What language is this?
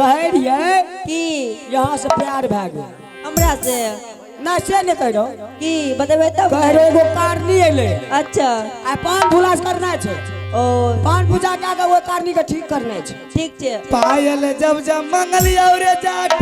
Maithili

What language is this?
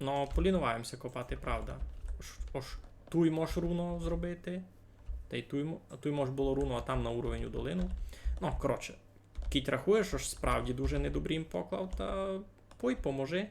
Rusyn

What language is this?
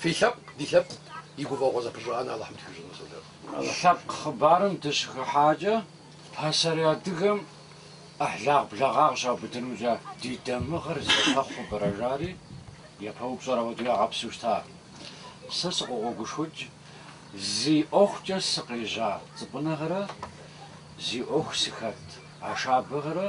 Kabardian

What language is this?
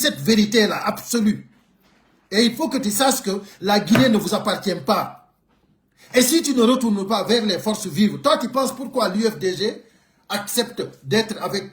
Pular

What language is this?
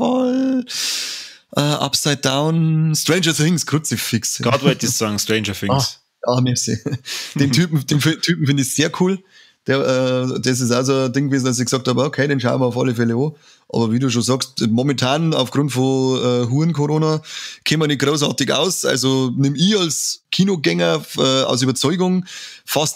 Bavarian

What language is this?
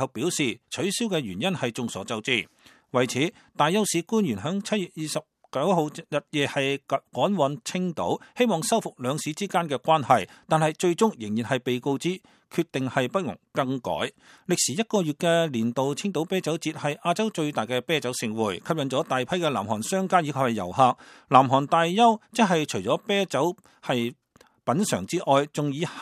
Cantonese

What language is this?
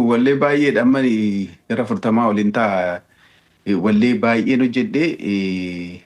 Oromo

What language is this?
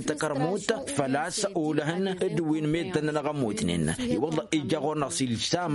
Tamasheq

